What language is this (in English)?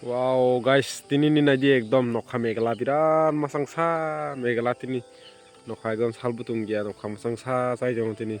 Kok Borok